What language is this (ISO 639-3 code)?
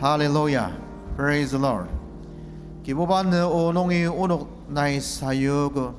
njo